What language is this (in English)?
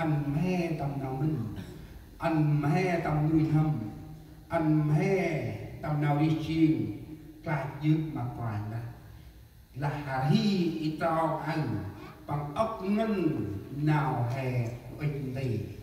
Central Mnong